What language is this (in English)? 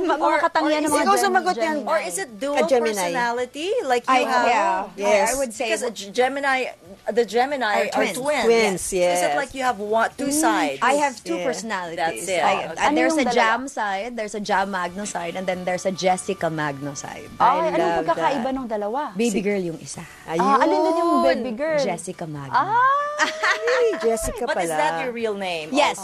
Filipino